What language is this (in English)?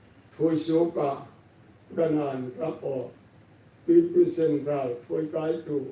Hmar